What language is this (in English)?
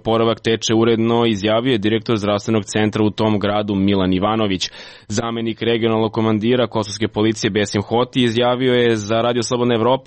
Serbian